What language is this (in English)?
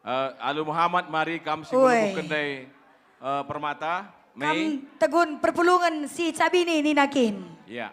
Batak Karo